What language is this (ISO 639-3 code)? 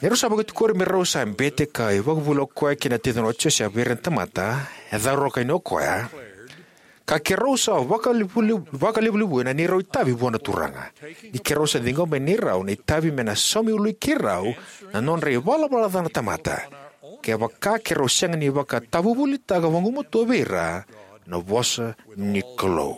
fij